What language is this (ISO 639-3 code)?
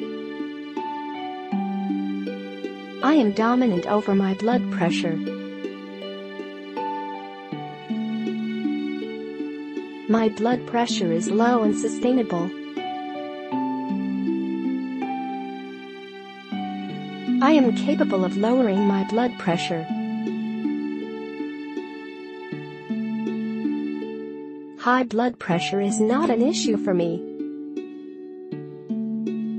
eng